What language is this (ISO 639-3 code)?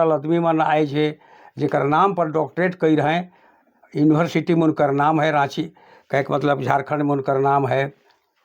sck